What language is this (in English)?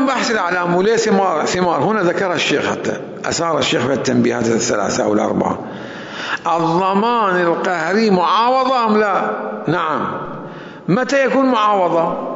Mesopotamian Arabic